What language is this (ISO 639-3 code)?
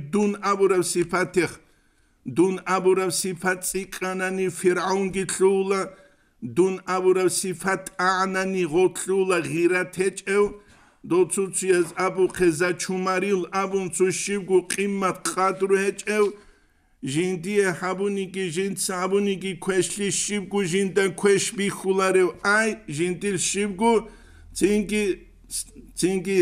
ava